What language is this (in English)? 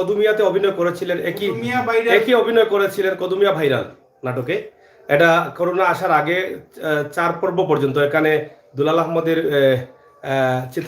Sylheti